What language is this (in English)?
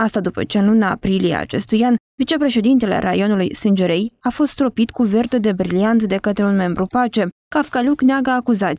Romanian